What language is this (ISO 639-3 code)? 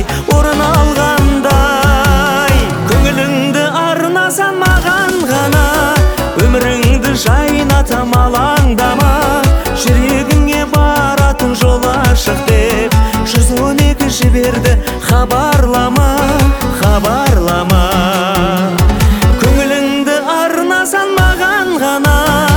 kaz